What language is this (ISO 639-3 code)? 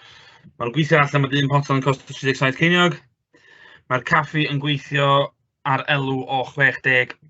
cym